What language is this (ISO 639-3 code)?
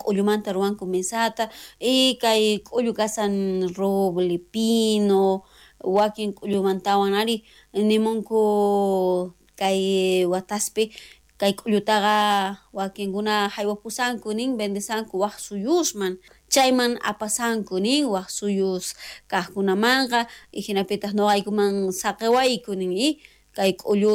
quh